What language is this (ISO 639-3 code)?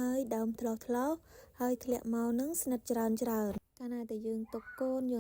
khm